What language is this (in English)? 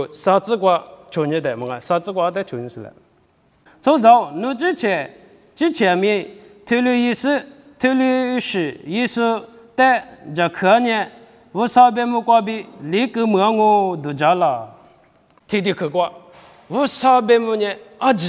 Lisu